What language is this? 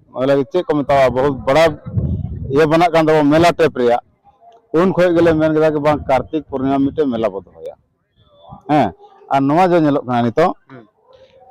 Santali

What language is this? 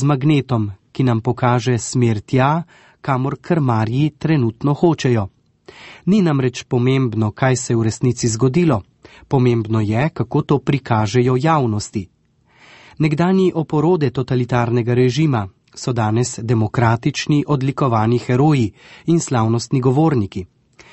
Slovenian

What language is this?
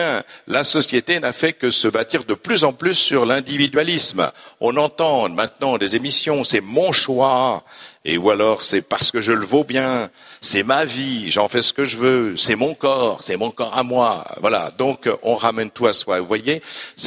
French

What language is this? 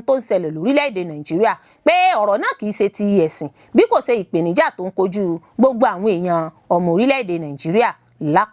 Yoruba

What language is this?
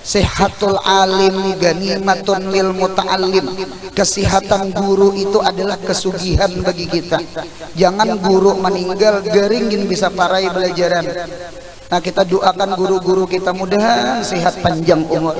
Banjar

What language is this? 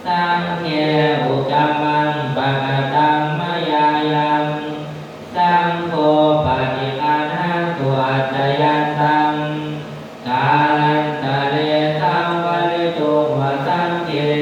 Pali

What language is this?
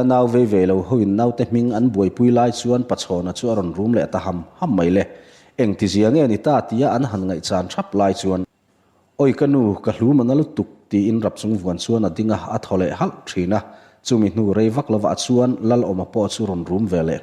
Mizo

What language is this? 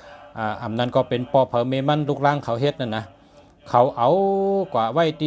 Shan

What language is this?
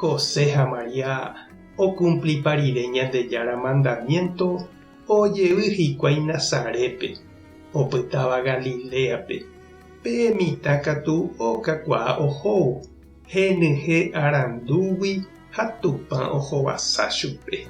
Guarani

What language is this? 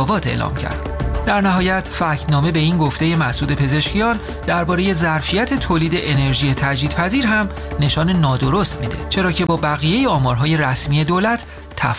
Persian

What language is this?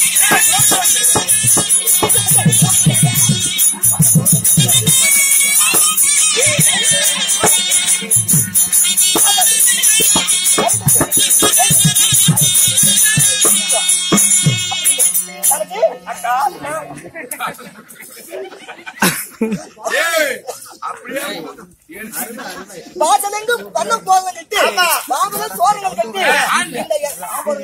Tamil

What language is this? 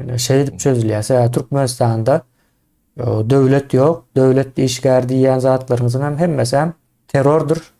Turkmen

